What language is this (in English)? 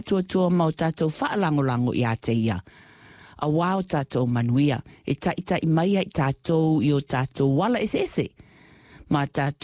Samoan